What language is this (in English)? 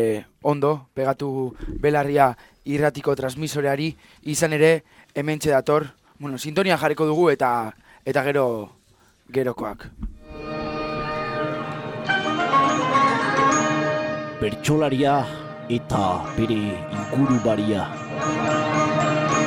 Basque